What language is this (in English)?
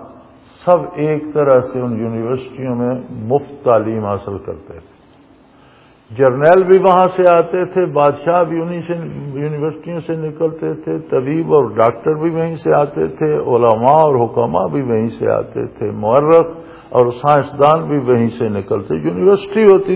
Urdu